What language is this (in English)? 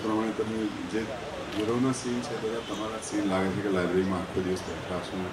Gujarati